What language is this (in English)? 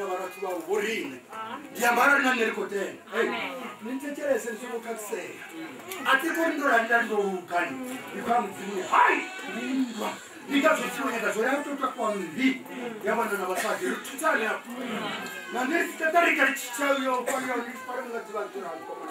Venda